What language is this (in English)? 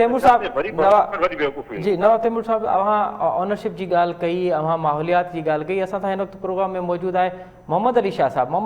Sindhi